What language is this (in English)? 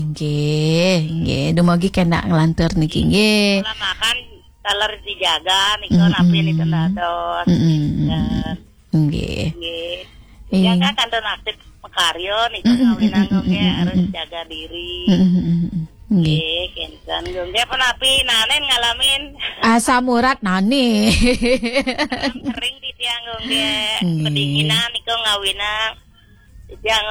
Balinese